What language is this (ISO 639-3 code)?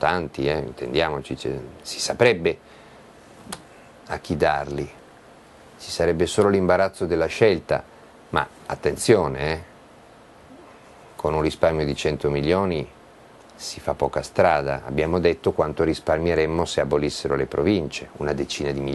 ita